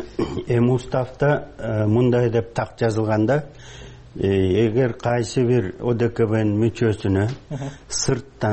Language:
Kyrgyz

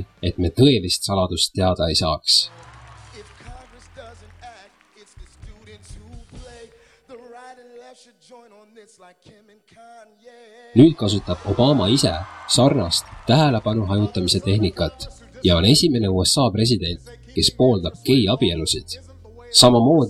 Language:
Estonian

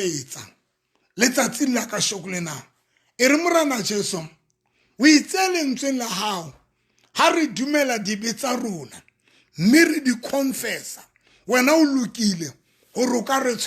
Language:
Southern Sotho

